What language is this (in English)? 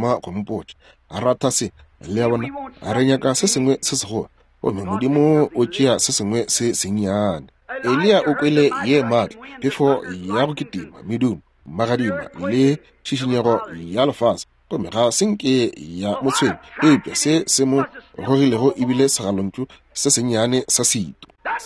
Northern Sotho